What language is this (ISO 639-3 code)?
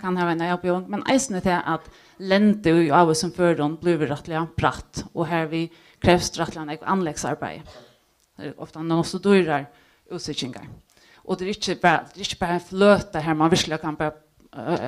fao